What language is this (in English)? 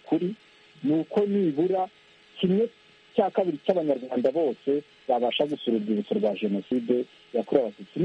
Kinyarwanda